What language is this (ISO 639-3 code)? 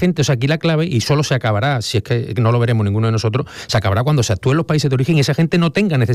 spa